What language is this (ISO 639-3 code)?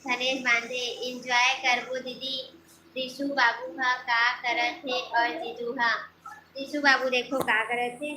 hne